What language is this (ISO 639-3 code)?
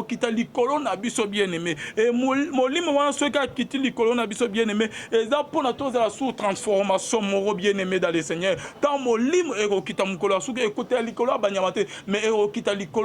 lin